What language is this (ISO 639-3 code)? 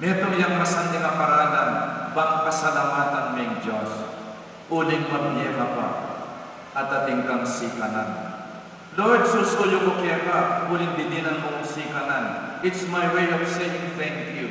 pam